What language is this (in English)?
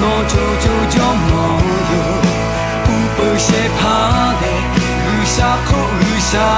Lahu